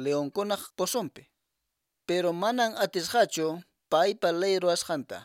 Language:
Quechua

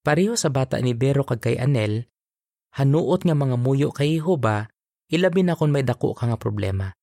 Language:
Hiligaynon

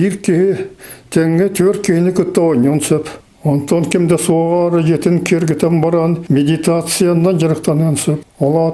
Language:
Yakut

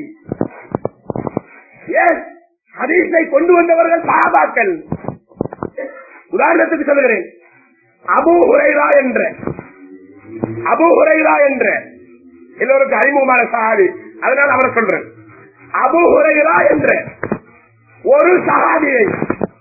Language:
Tamil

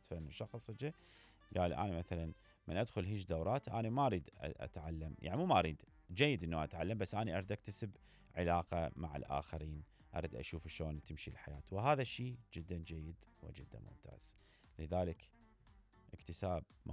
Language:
Mesopotamian Arabic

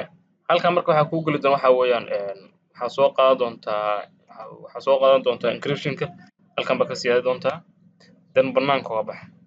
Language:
Somali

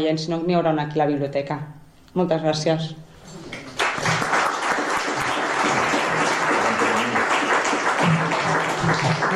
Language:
Catalan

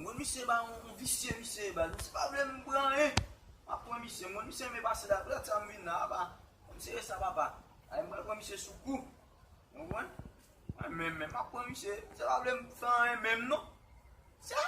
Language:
Haitian Creole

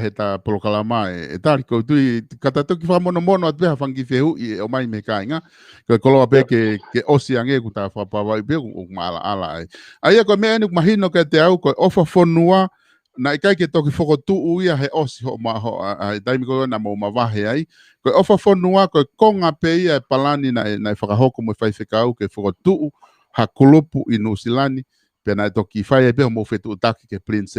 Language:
Tongan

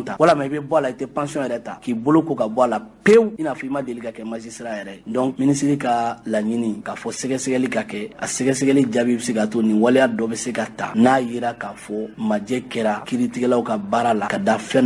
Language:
Bambara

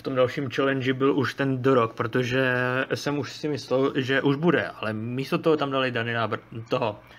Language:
Czech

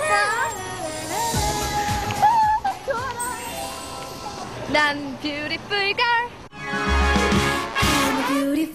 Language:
Korean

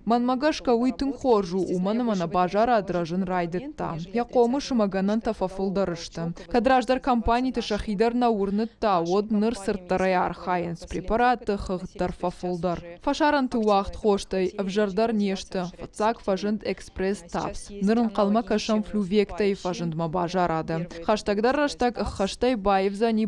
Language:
Ossetic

